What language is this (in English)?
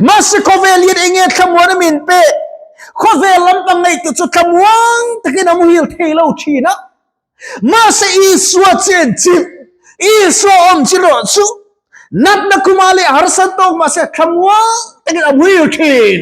Mizo